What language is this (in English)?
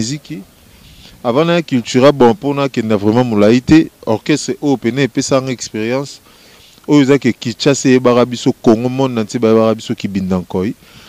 Lingala